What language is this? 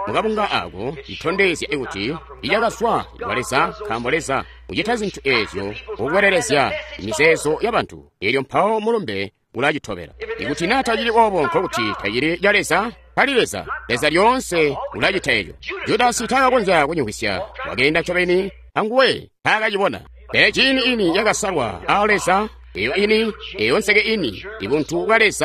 Tonga (Zambia)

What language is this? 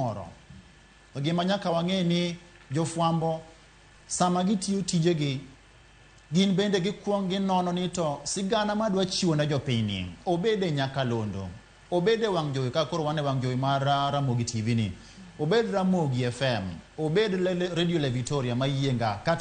Luo (Kenya and Tanzania)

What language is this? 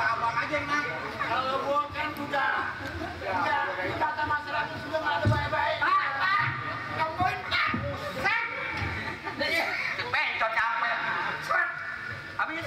Betawi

